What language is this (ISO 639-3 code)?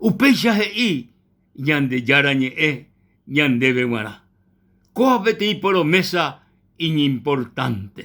grn